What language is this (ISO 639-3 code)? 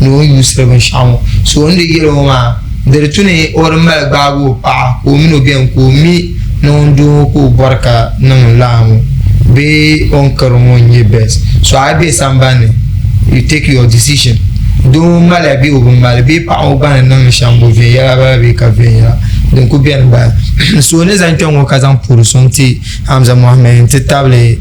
dag